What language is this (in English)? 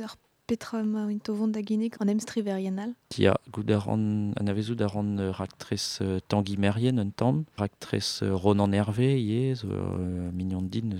Breton